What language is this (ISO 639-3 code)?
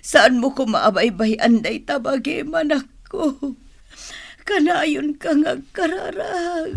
ilo